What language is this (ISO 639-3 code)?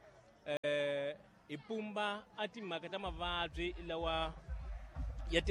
tso